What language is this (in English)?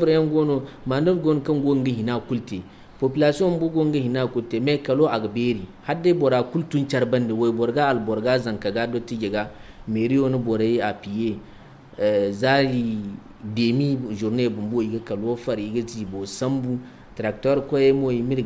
Zarma